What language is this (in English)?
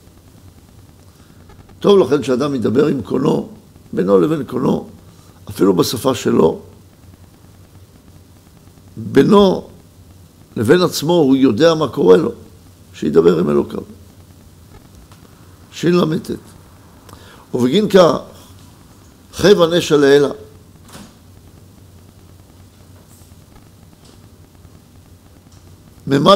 Hebrew